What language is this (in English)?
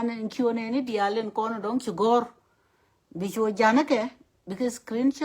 Nuer